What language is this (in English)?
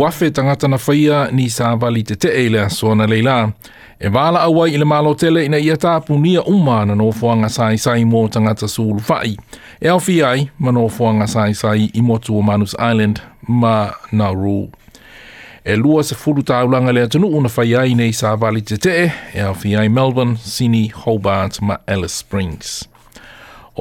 Samoan